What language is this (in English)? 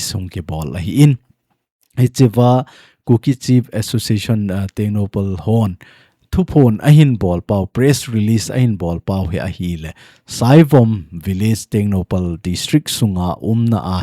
Thado Chin